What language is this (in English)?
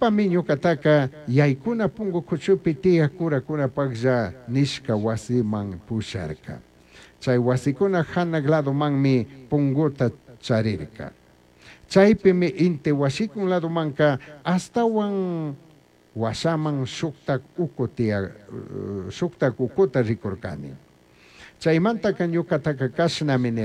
Chimborazo Highland Quichua